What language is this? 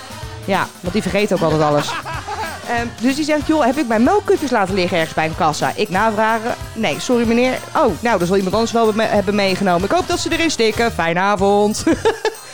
Dutch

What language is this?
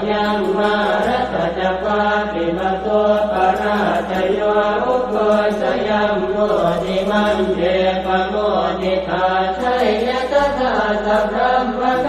Pali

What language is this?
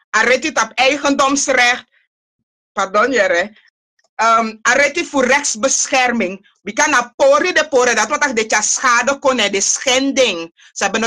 Sranan Tongo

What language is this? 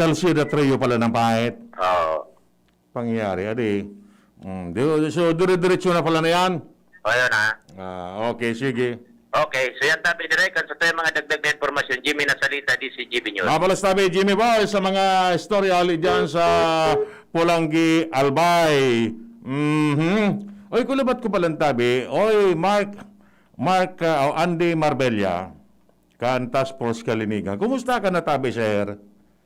Bikol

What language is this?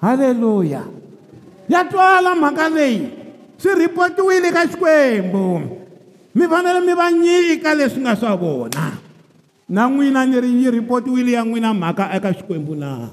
Tsonga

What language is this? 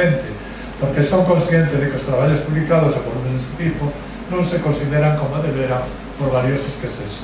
Galician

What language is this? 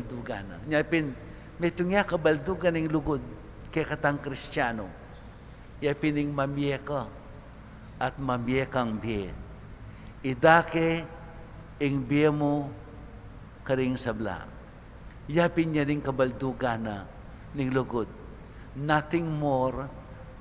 Pampanga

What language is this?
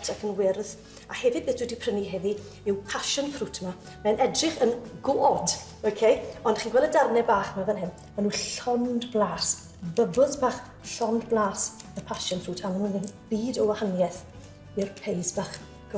Welsh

